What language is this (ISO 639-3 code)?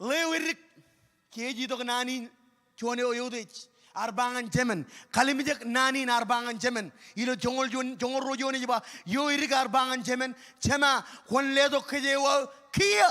mah